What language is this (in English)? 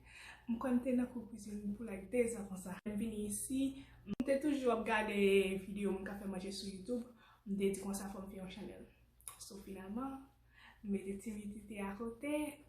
Haitian Creole